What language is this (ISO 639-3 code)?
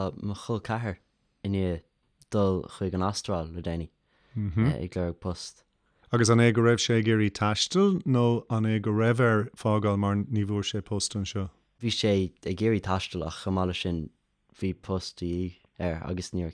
gle